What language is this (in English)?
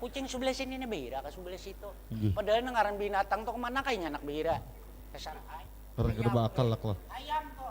Banjar